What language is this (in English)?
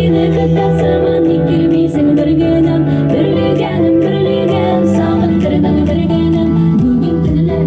Bashkir